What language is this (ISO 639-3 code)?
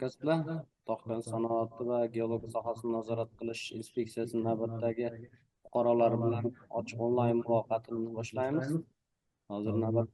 uzb